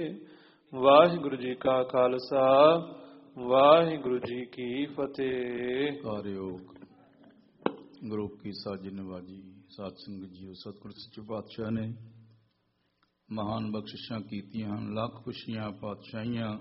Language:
Punjabi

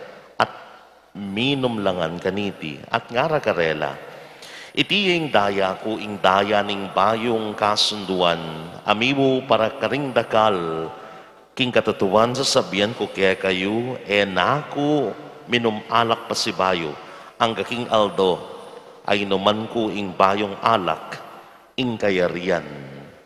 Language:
Pampanga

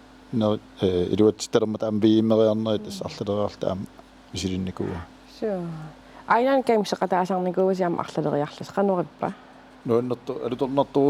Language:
Kalaallisut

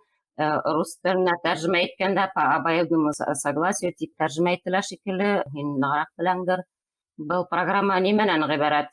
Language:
Bashkir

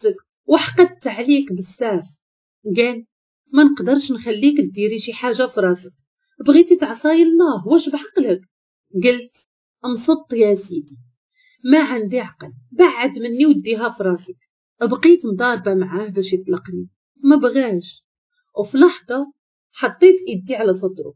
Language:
Moroccan Arabic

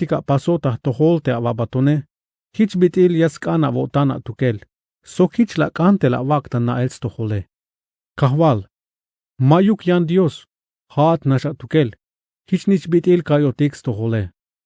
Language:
Tzeltal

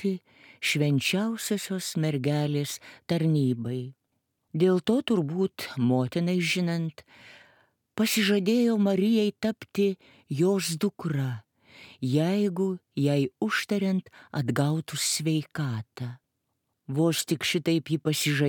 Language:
Lithuanian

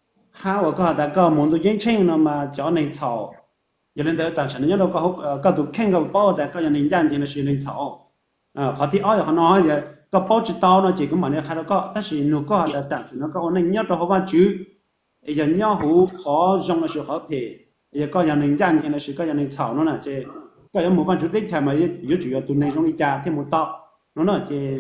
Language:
Hmong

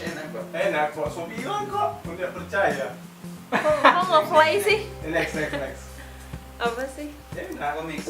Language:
Manado Malay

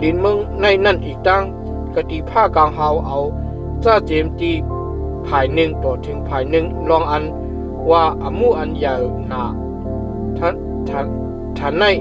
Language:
Shan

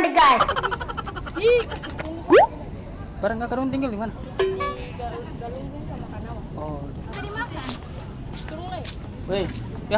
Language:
Ambonese Malay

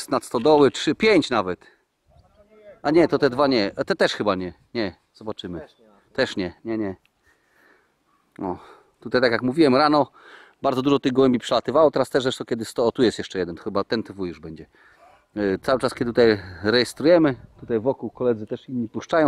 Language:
Polish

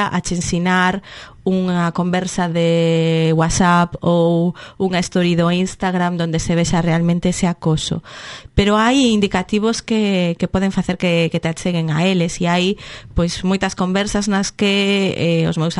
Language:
Galician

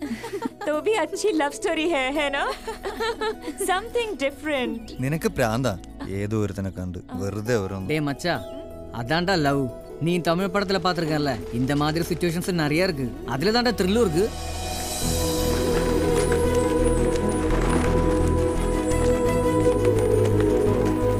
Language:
Malayalam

